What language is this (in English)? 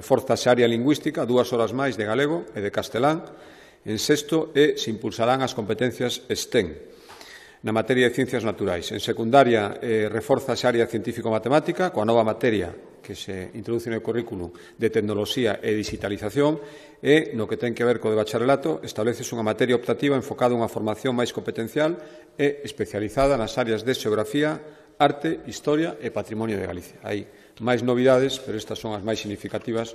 Galician